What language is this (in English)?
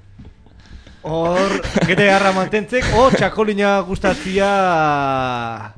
Basque